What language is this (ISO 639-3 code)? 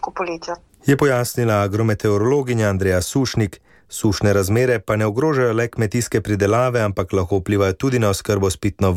slv